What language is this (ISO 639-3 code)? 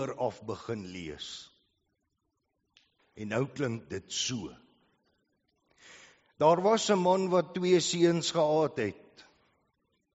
afr